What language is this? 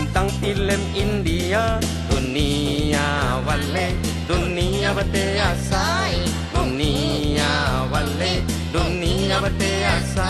Minangkabau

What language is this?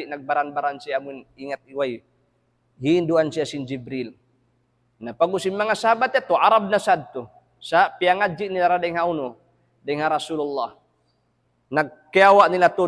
Tausug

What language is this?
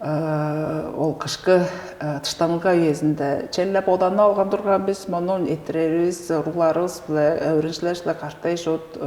Tuvinian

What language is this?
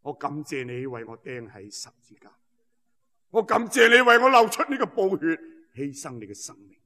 Cantonese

